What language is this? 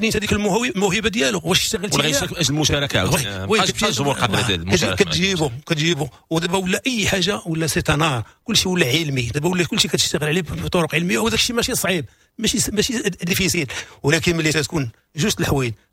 Moroccan Arabic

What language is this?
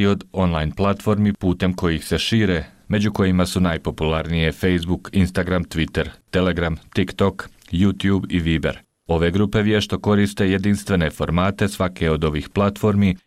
Bosnian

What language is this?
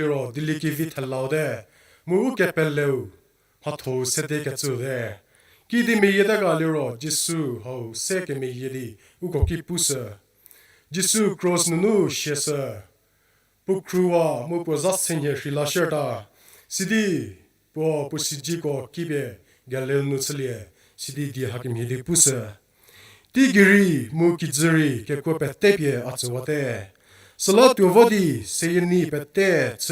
Angami Naga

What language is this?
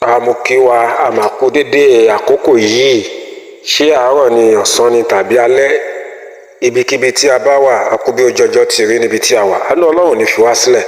Yoruba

